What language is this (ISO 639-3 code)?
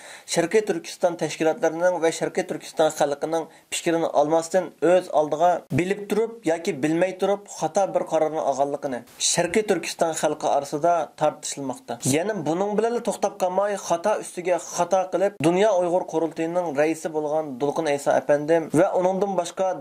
uig